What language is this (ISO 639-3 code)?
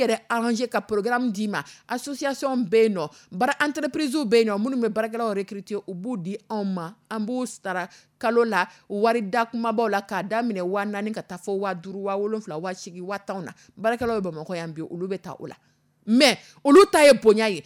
dyu